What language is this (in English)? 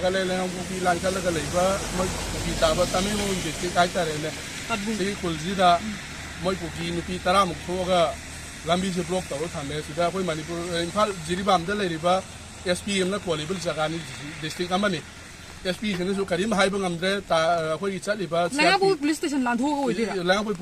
Manipuri